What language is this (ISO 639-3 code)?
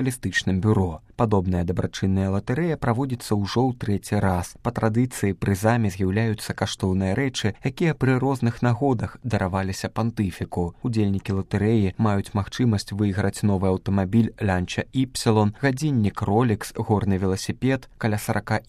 bel